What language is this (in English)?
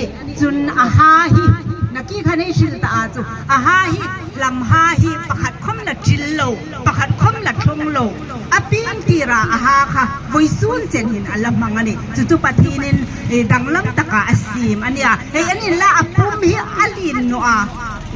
Hmar